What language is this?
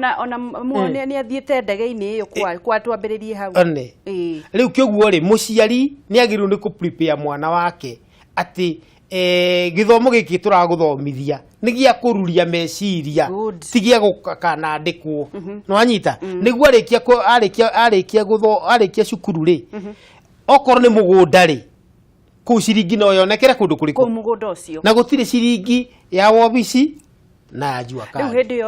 Kikuyu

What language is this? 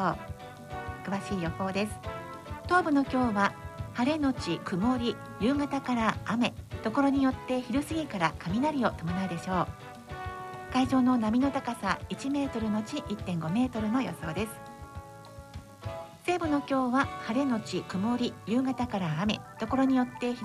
Japanese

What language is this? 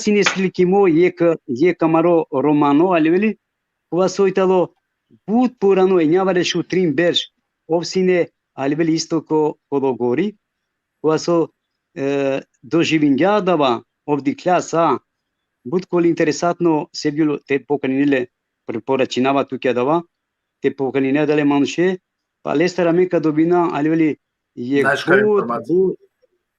Balkan Romani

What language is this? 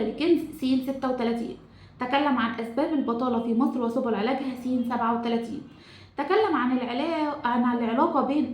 Egyptian Arabic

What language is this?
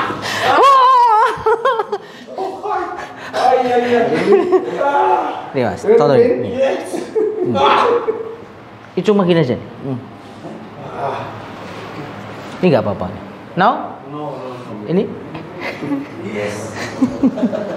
Indonesian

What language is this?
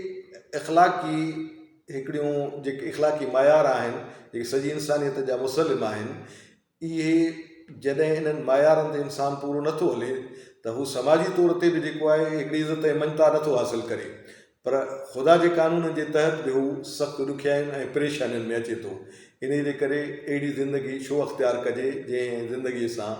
Sindhi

